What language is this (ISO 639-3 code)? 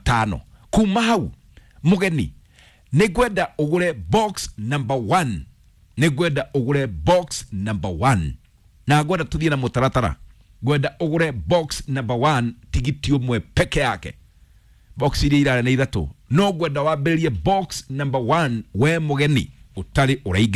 kik